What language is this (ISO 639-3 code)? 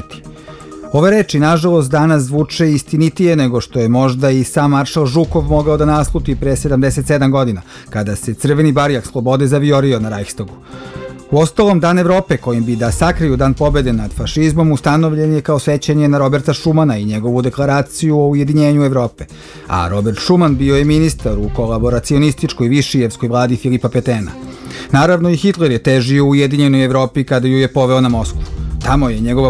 srp